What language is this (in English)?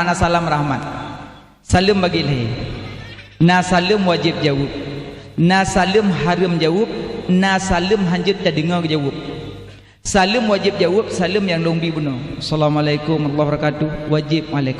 Achinese